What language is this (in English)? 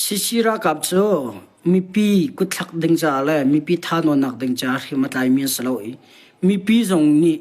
Hakha Chin